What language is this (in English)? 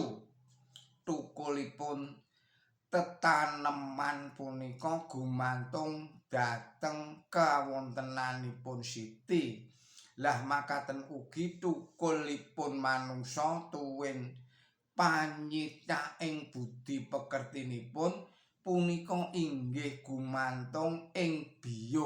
Javanese